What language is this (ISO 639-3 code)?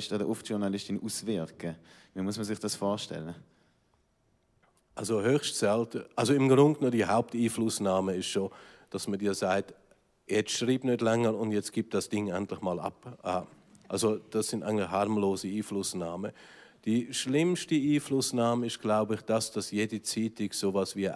deu